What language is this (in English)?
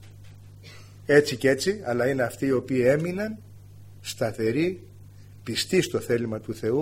Greek